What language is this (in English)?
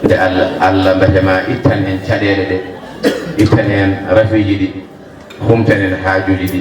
Fula